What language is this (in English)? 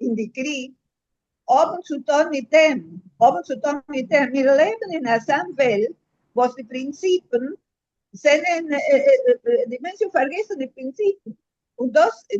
Yiddish